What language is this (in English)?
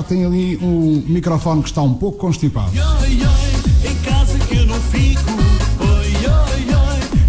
Portuguese